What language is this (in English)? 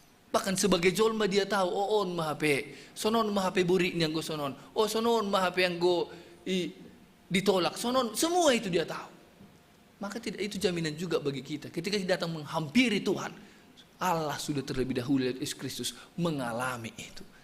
Batak Simalungun